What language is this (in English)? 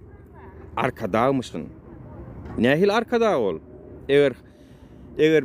Turkmen